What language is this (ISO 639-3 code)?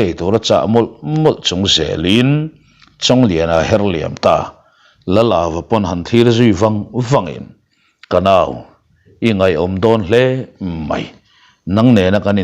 lus